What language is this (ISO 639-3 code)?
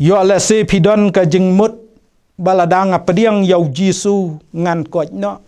kha